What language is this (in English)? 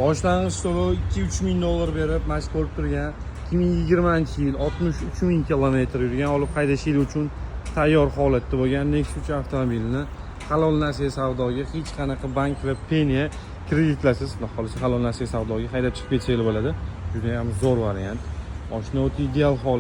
Uzbek